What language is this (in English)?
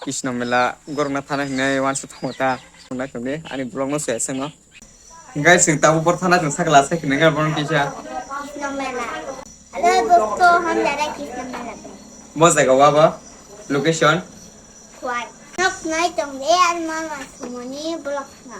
Kok Borok